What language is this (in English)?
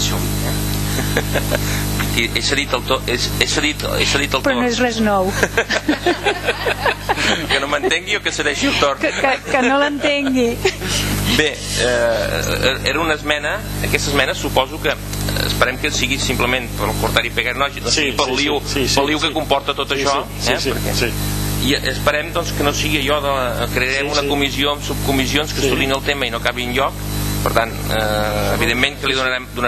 Catalan